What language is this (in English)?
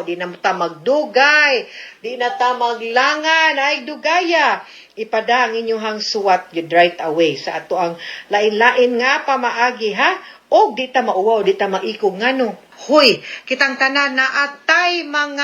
Cebuano